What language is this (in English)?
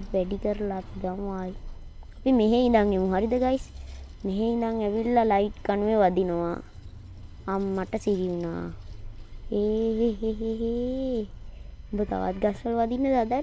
Sinhala